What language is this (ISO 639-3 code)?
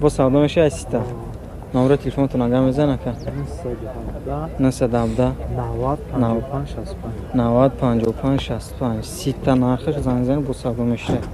tgk